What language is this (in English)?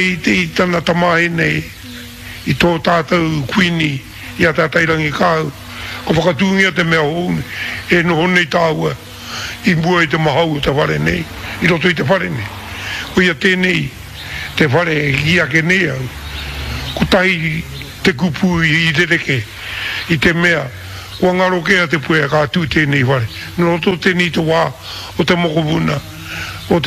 Māori